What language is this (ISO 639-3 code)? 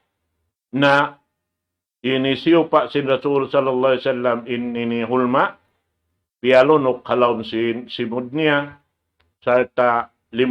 tsg